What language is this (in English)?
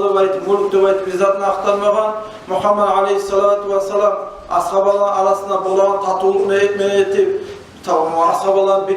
Kumyk